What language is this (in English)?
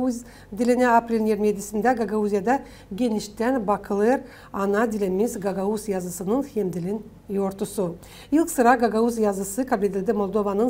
Gagauz